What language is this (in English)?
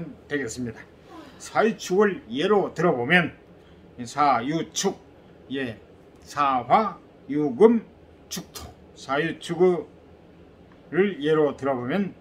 Korean